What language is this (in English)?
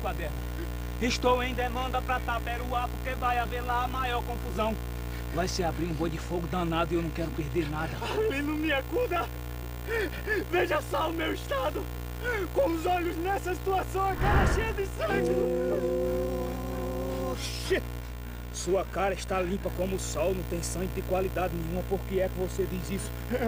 Portuguese